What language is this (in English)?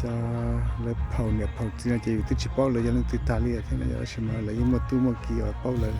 Hmong